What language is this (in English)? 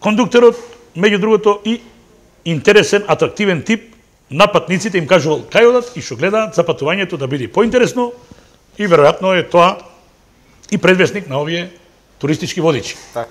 Macedonian